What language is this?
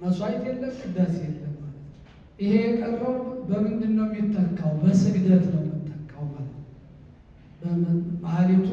Amharic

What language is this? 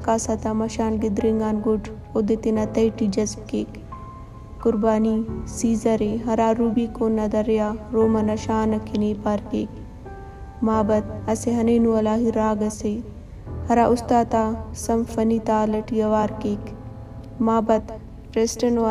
Brahui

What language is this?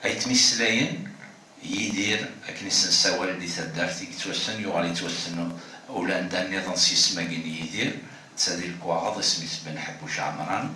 Kabyle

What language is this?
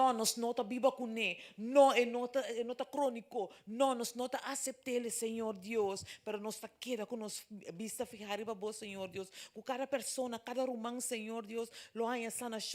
Papiamento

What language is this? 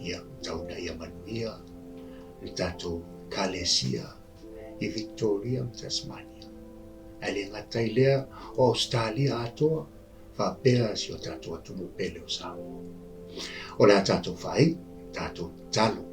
Samoan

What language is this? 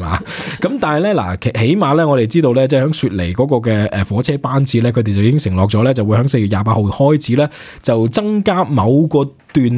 Cantonese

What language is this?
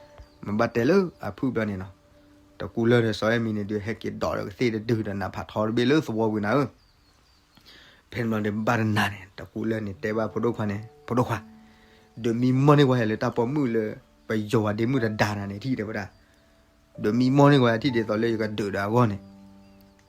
S'gaw Karen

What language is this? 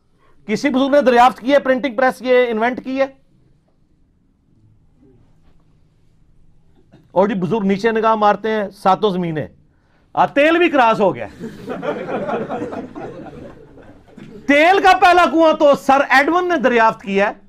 Urdu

